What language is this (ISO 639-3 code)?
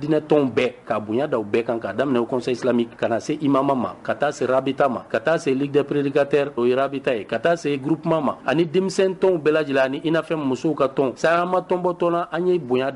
bam